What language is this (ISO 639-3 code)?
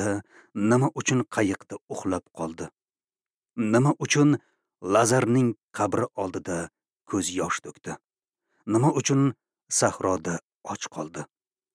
uzb